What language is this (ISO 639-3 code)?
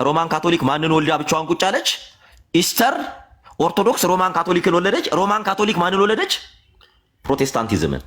amh